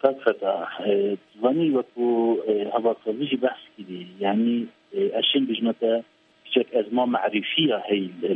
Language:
Kurdish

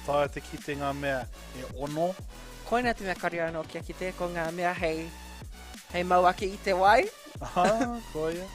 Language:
Māori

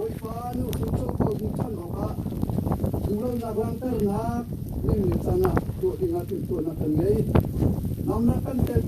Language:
Hakha Chin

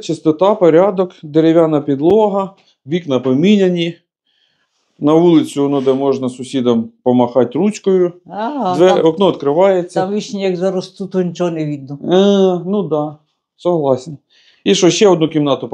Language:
Ukrainian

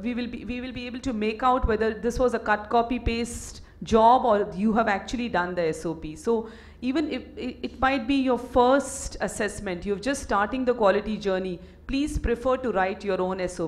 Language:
English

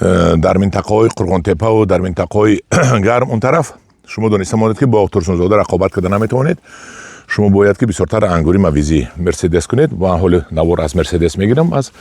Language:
Tajik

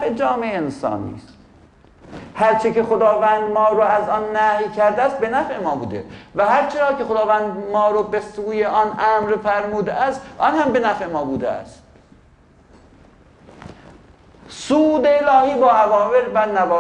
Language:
Persian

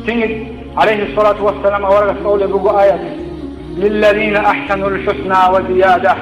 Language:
Avaric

